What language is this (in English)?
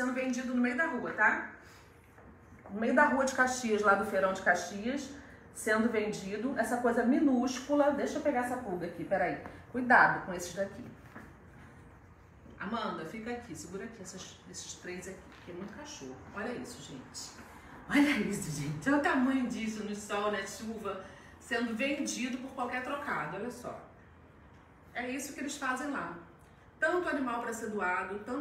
Portuguese